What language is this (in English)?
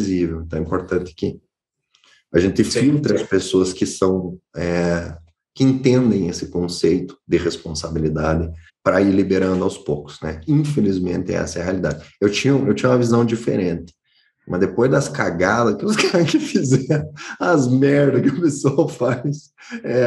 Portuguese